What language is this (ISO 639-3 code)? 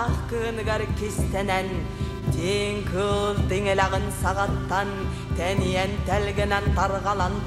sah